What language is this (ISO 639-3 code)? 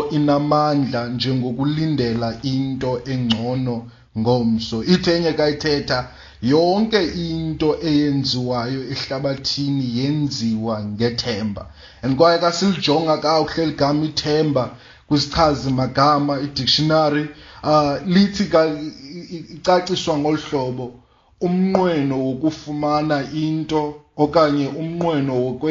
xho